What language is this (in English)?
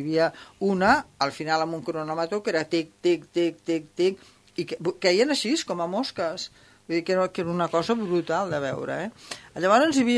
Catalan